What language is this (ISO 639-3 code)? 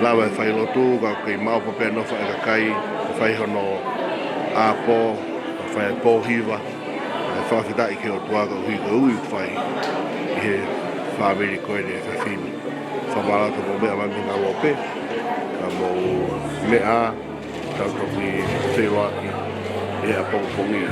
ton